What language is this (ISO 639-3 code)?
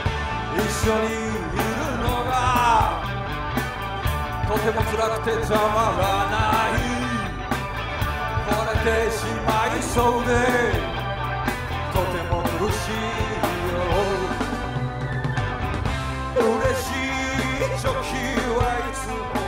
jpn